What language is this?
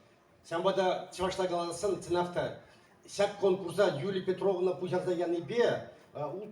Chuvash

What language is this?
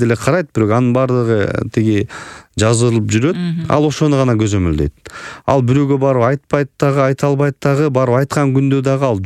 Kyrgyz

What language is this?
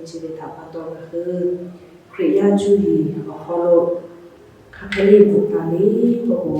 Lahu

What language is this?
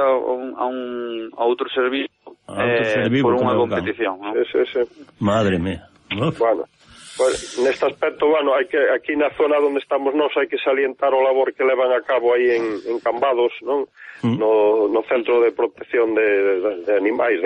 Galician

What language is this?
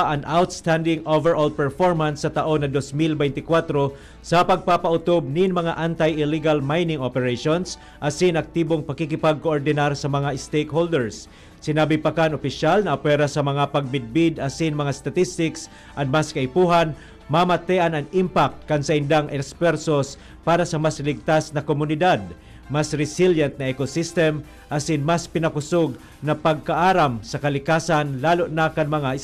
Bikol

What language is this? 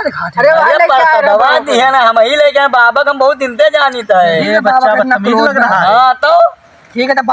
Awadhi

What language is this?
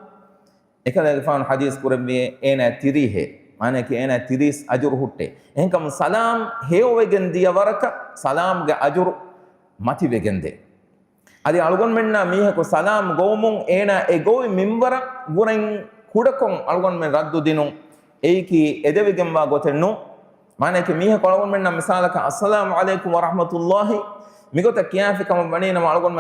Divehi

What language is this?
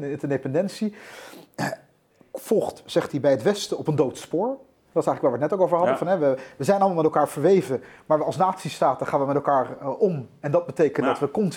Dutch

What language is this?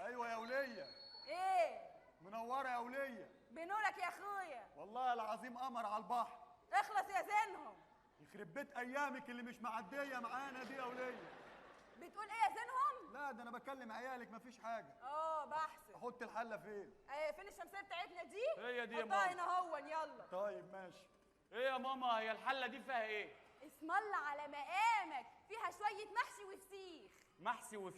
Egyptian Arabic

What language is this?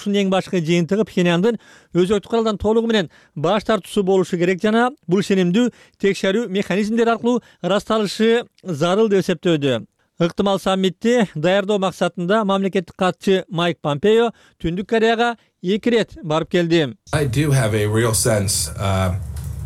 Kyrgyz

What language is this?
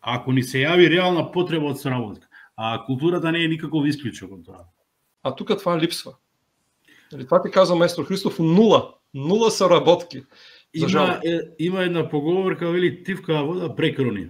Macedonian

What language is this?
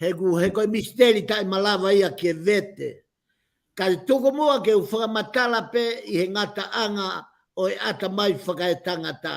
Tongan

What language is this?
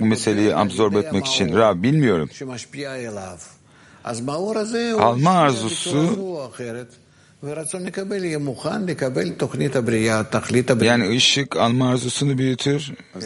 Turkish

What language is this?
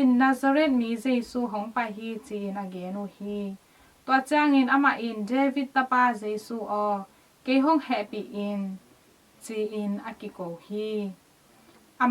Tedim Chin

